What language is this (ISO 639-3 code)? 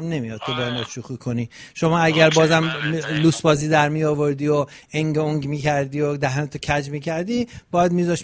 fas